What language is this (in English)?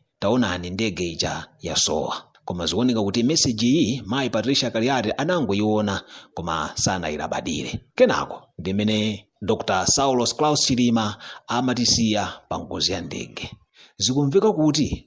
Nyanja